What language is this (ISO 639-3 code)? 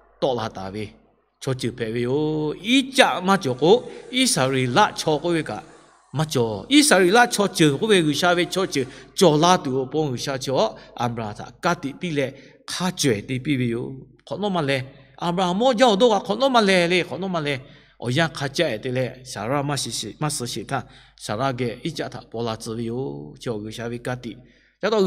lhu